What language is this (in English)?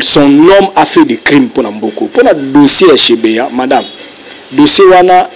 Lingala